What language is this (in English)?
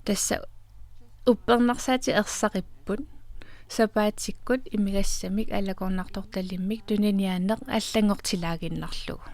Kalaallisut